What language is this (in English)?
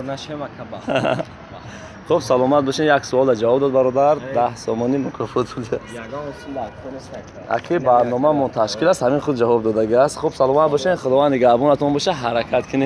Tajik